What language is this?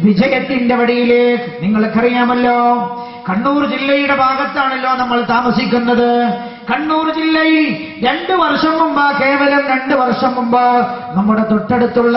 Malayalam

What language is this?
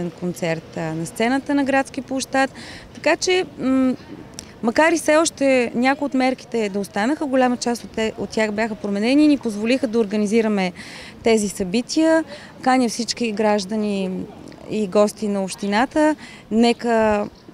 Bulgarian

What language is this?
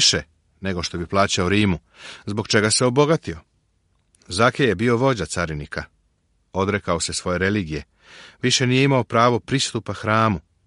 Serbian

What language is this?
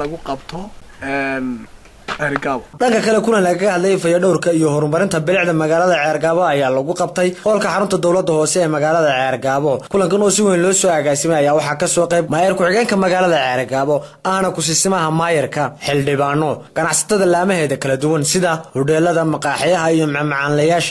Somali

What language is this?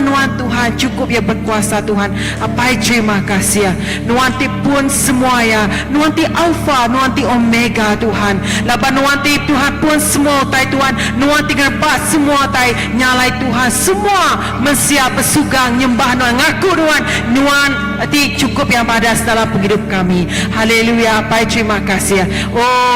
Iban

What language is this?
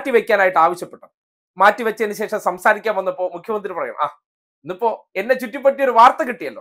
Malayalam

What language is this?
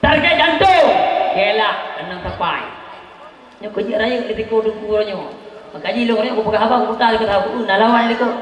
Achinese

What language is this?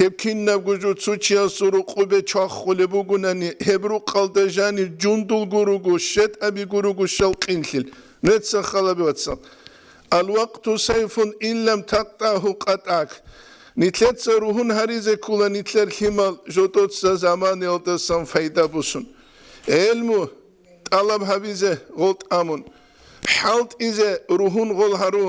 Avaric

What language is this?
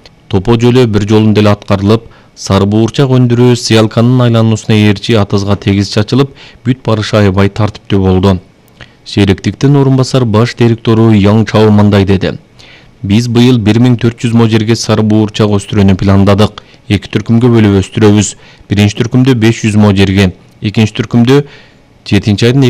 Kyrgyz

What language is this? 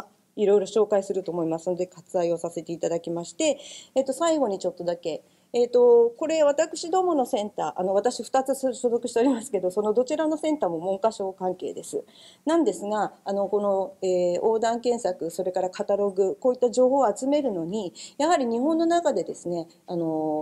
Japanese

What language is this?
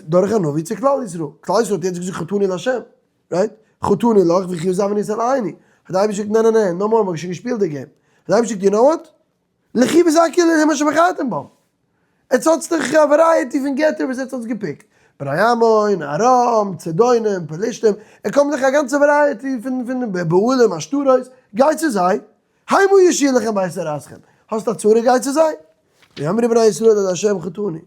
Yiddish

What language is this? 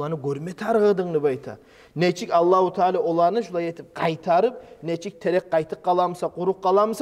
Kumyk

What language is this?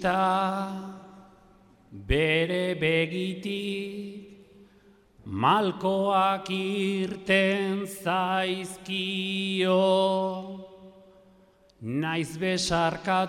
Basque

